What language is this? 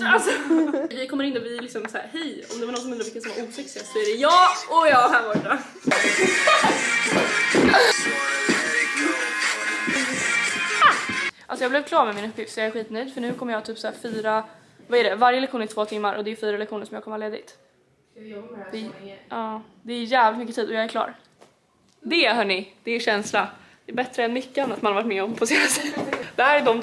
Swedish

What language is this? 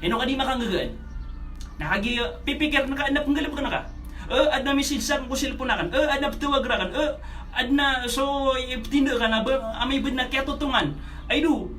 Maranao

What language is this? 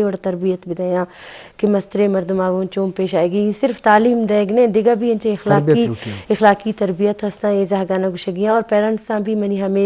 Baluchi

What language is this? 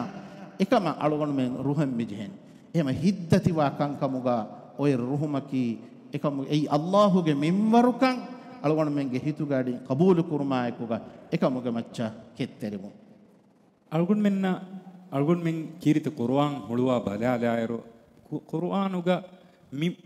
Divehi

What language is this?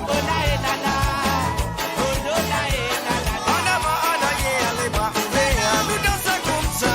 Morisyen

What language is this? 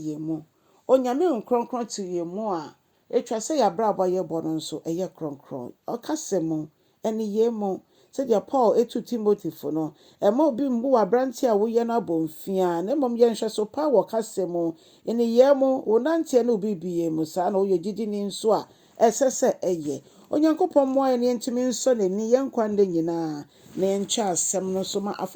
Akan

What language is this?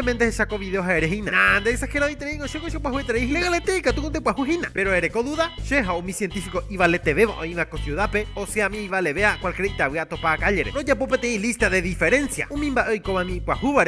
Guarani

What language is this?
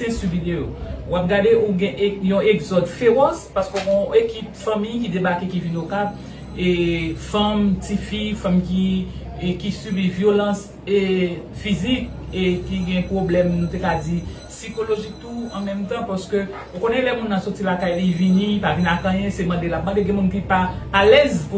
Haitian Creole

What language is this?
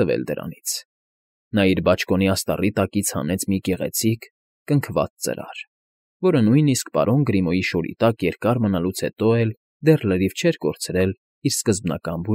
Armenian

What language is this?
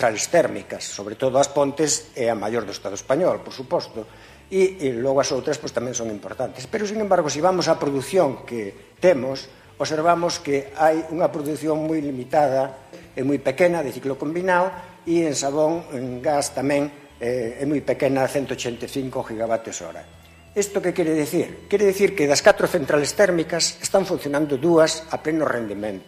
Galician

